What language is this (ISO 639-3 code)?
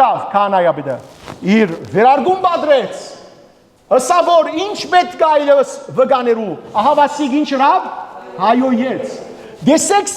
hyw